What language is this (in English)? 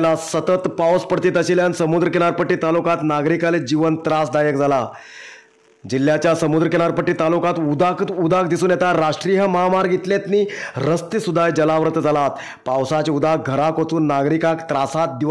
Konkani